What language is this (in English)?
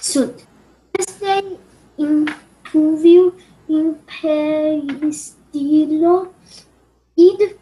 Latin